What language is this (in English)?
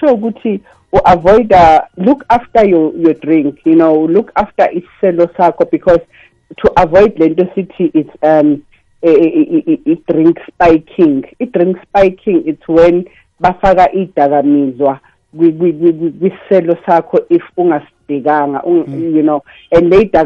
South Ndebele